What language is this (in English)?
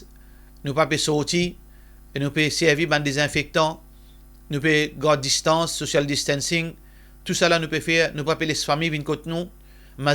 Morisyen